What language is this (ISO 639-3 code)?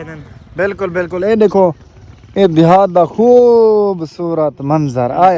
skr